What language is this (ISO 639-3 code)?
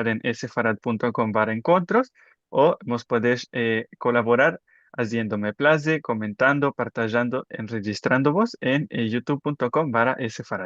lad